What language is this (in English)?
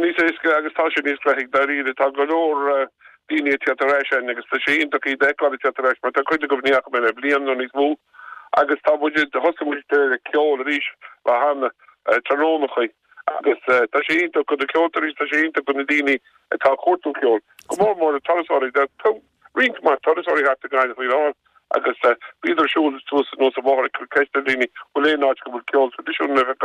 Irish